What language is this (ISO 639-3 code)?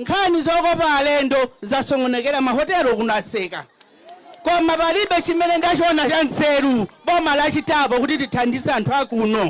nya